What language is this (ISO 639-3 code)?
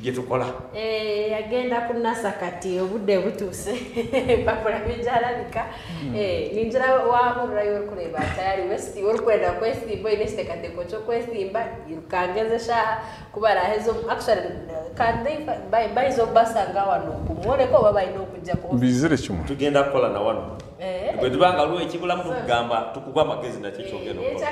nyn